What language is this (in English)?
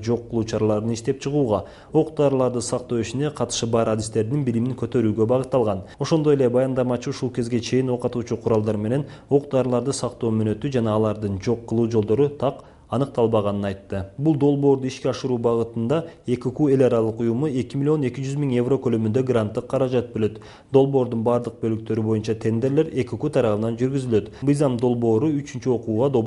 Kyrgyz